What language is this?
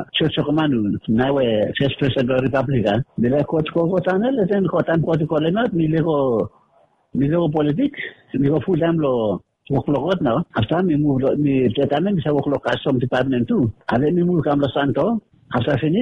Bislama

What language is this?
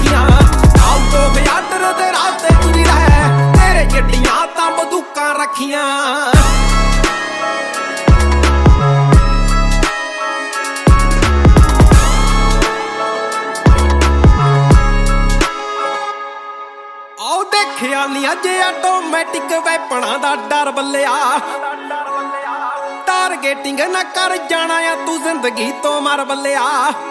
Punjabi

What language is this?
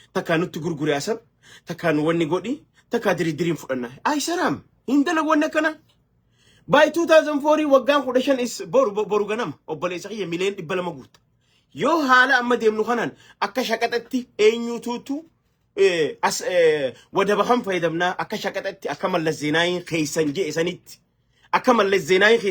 Oromo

